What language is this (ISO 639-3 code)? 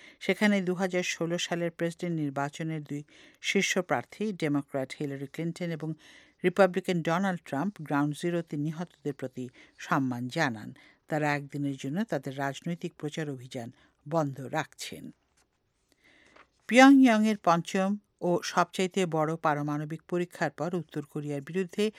ben